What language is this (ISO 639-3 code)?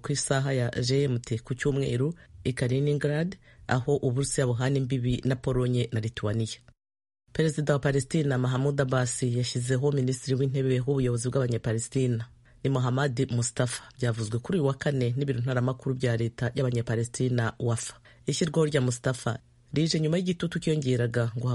kin